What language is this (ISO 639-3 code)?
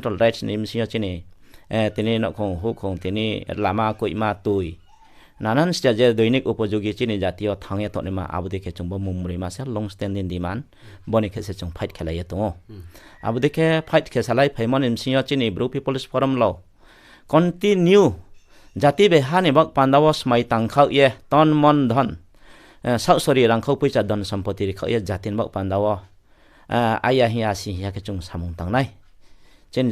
ria